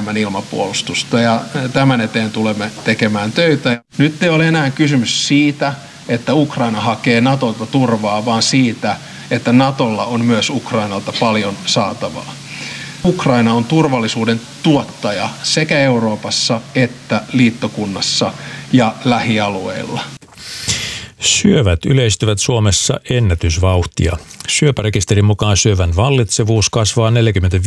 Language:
Finnish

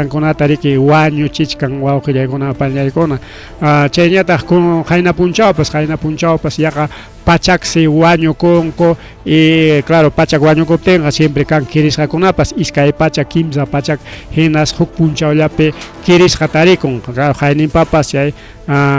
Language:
Ayacucho Quechua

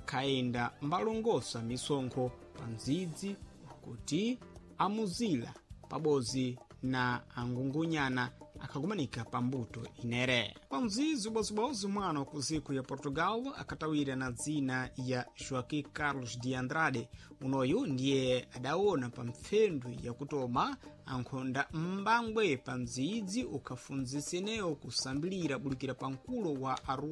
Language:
Sena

